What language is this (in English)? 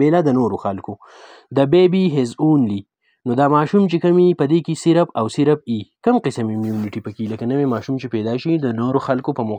Pashto